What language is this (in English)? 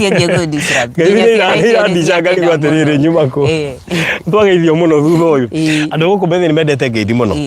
Kikuyu